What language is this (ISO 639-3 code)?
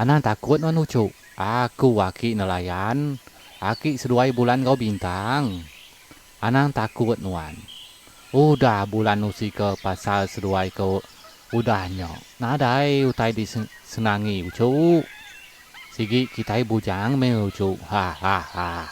iba